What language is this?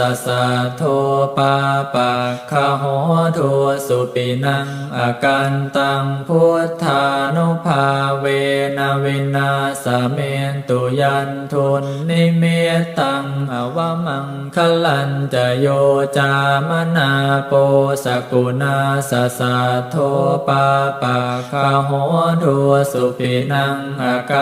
Pali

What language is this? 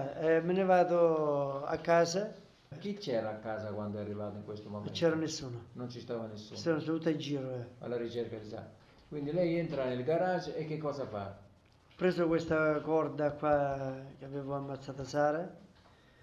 Italian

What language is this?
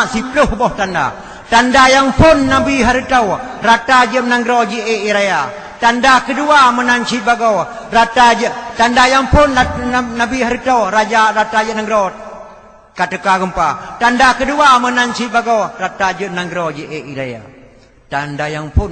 Achinese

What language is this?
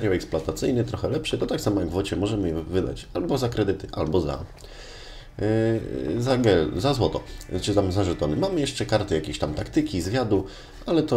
Polish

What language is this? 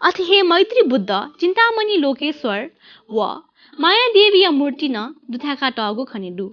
Newari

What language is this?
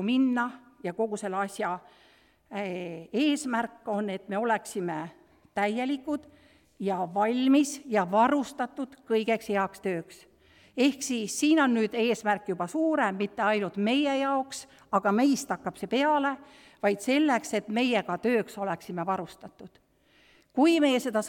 Estonian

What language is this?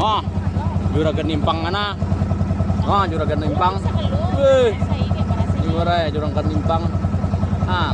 Banjar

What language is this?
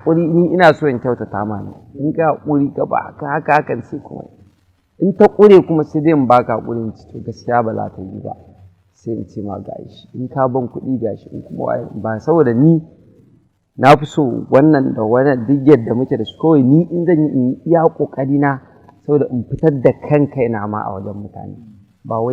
Hausa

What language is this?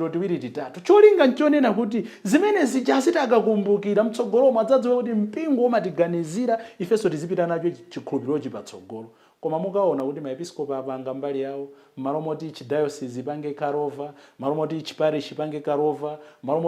Nyanja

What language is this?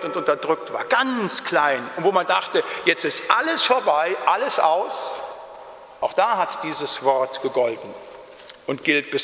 German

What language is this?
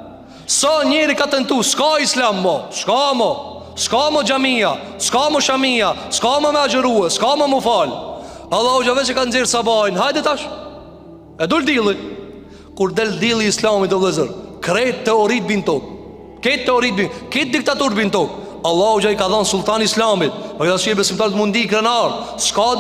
Albanian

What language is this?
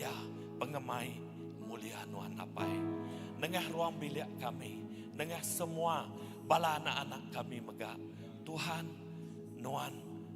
Iban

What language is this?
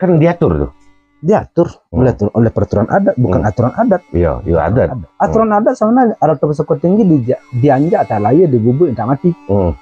Minangkabau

